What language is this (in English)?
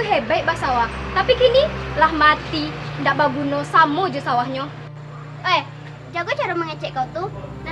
Minangkabau